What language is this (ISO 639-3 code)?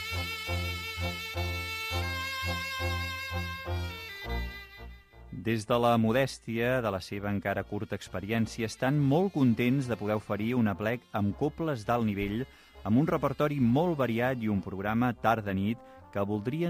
cat